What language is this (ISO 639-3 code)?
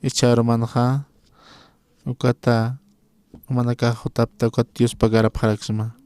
aym